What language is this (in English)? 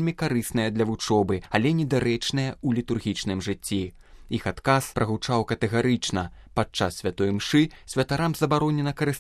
Belarusian